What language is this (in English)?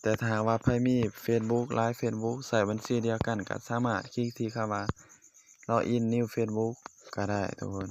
Lao